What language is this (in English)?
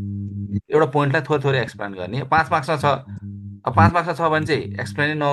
Nepali